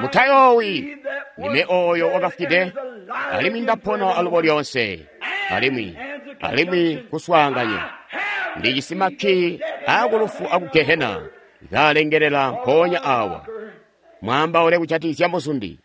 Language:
Tonga (Zambia)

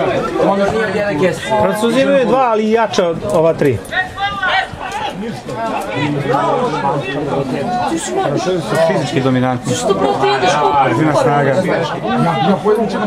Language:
Serbian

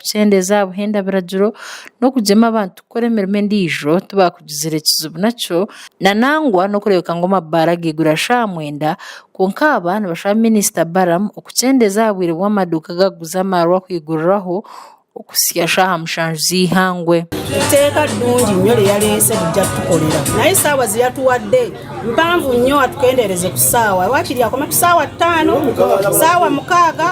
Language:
Nyankole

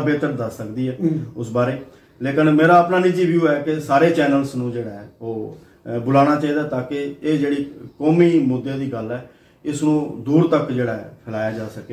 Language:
Punjabi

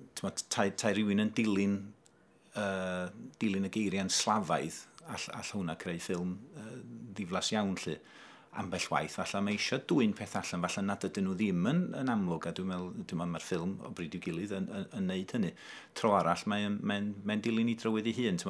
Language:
Welsh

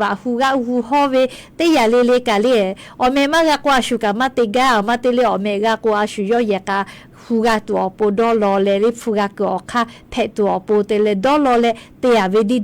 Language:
Lahu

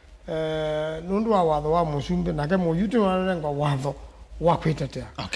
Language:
Kamba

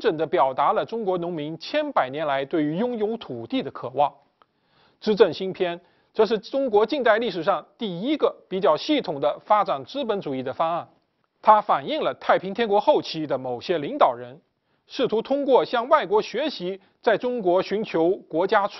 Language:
Chinese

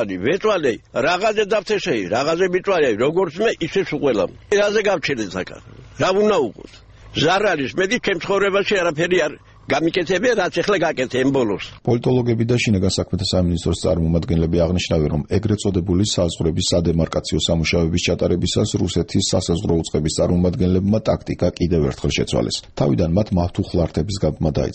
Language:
Georgian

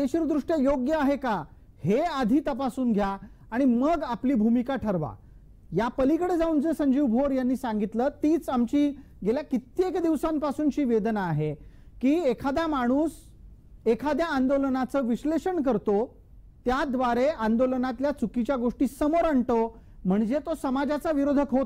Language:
Marathi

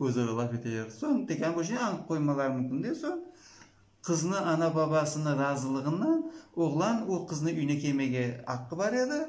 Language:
Crimean Tatar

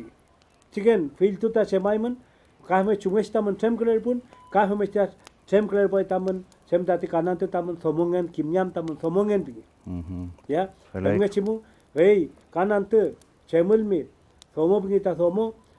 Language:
Mapuche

